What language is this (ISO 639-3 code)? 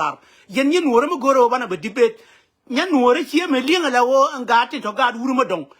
nus